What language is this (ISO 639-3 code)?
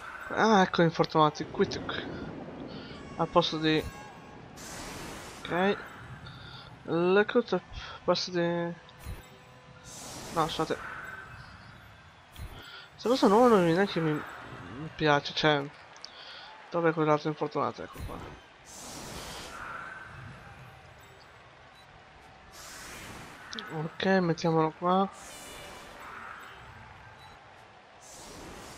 ita